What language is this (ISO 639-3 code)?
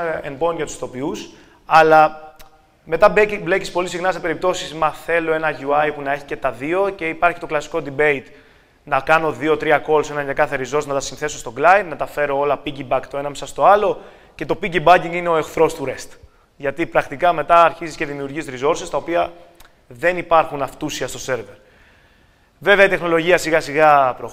ell